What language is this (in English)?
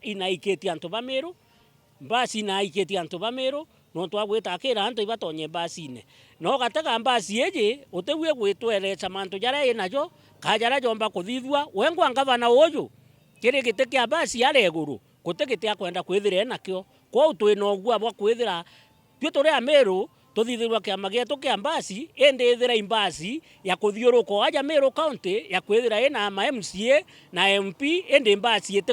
Meru